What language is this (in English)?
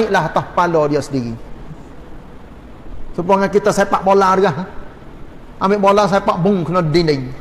Malay